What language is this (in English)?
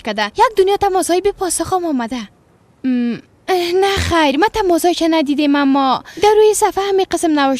Persian